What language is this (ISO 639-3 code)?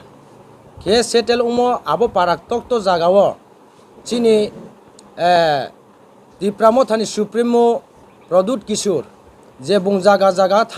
ria